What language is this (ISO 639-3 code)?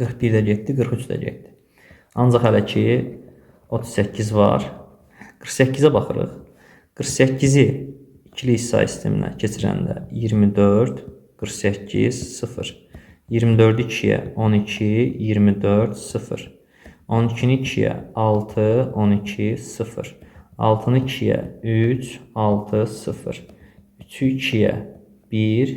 aze